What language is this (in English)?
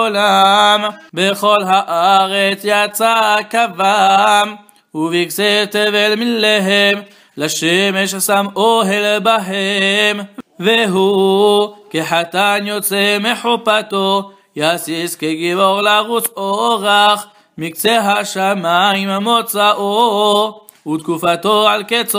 Hebrew